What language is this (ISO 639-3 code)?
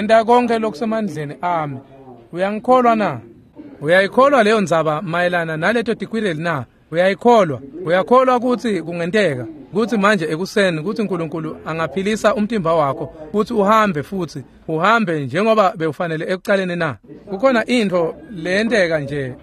ssw